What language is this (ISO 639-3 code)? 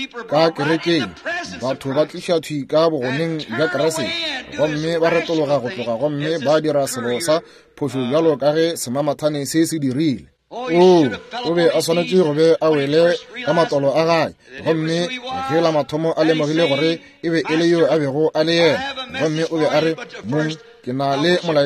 nso